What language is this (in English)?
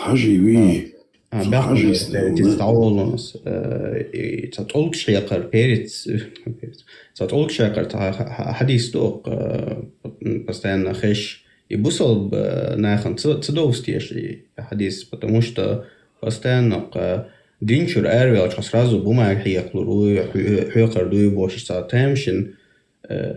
Chechen